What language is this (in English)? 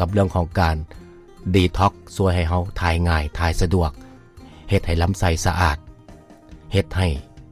Lao